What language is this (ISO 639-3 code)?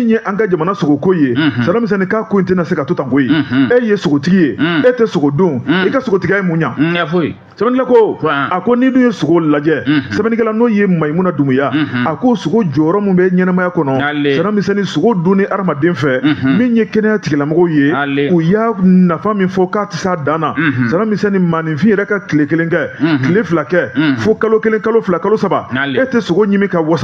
bam